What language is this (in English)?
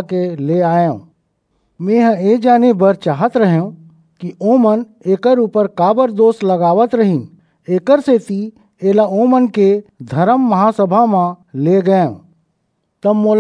Chhattisgarhi